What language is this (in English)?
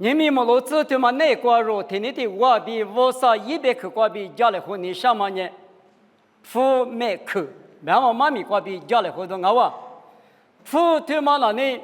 Lisu